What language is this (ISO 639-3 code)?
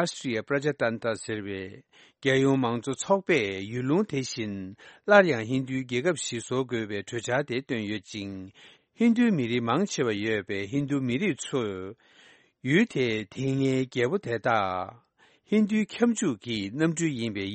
bod